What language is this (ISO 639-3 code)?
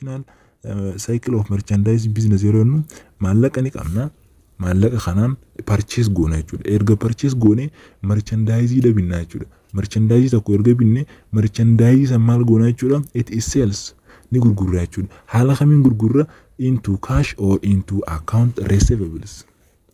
orm